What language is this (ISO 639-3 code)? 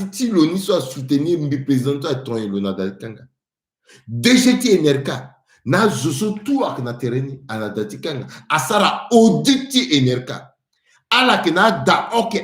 sag